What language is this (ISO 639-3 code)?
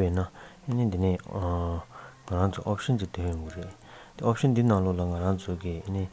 bod